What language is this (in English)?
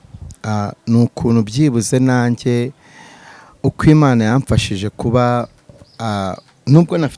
Kinyarwanda